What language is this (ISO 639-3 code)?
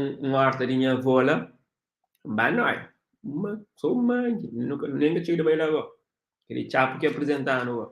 kea